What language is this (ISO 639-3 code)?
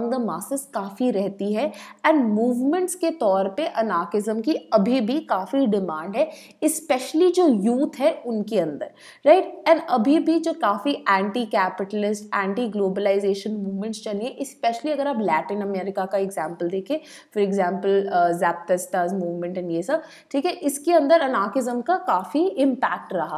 hin